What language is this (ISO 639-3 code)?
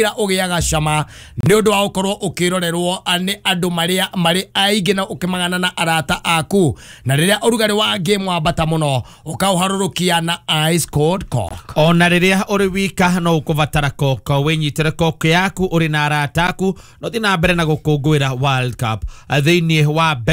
kik